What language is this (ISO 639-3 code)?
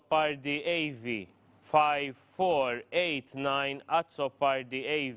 eng